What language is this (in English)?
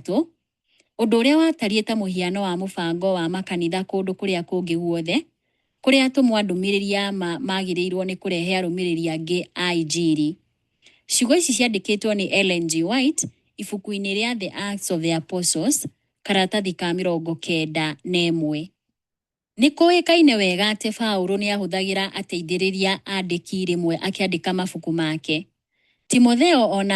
Kikuyu